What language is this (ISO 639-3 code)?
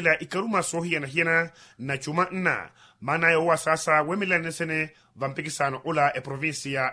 vmw